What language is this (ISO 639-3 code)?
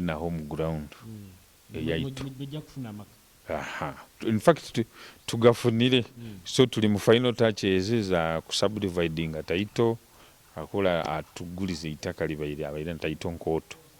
nyo